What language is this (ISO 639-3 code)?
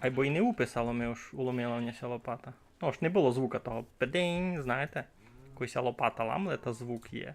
rue